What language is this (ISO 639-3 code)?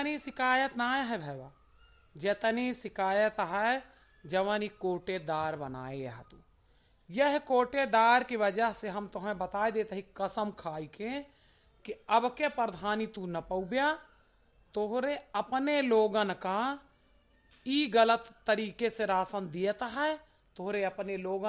awa